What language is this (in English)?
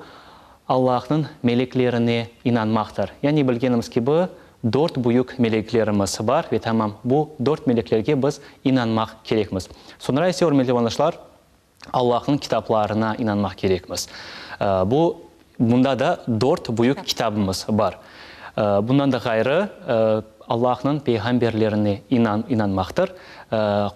Crimean Tatar